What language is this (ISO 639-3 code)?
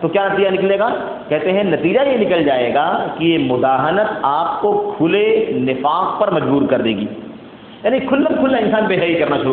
urd